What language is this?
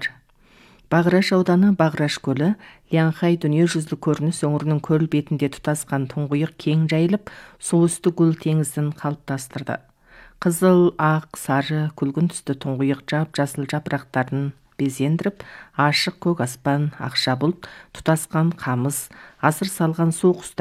Kazakh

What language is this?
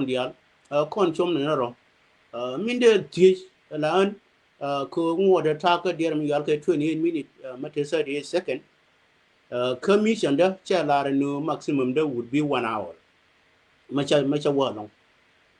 Nuer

